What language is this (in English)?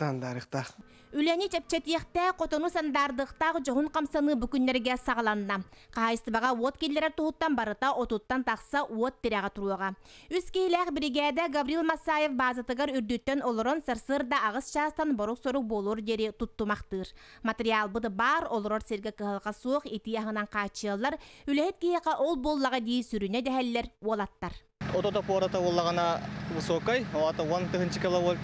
Yakut